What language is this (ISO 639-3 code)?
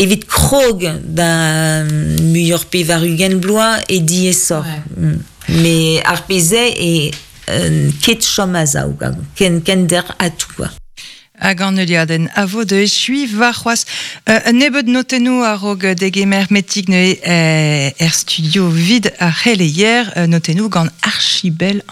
bre